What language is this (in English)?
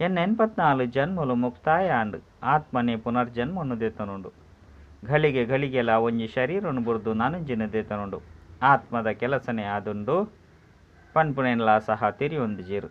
Tulu